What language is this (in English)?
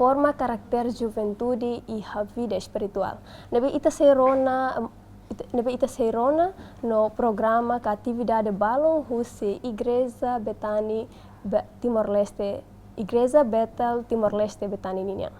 Tetum